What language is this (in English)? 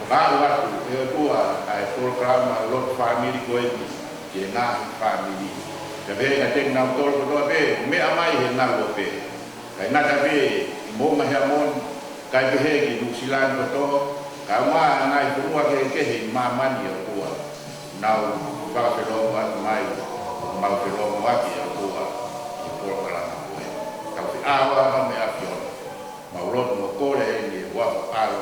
Tongan